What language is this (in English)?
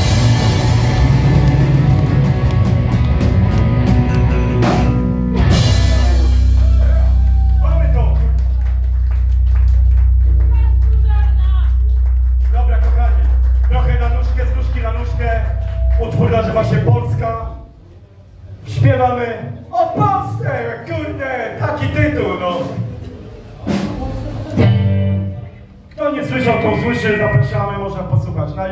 Polish